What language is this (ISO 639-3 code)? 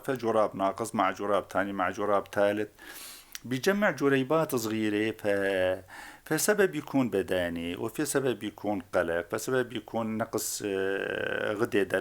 apc